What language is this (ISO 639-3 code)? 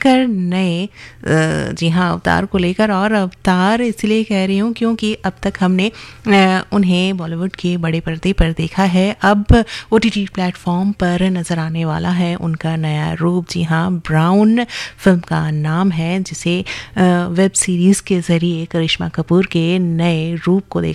hin